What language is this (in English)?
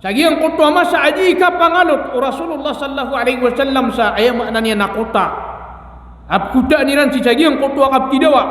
Maranao